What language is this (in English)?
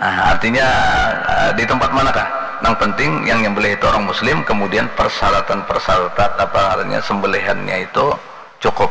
Banjar